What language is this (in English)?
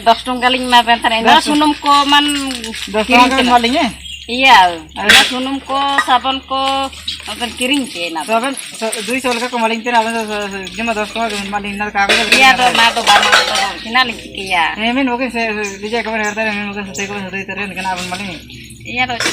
Ho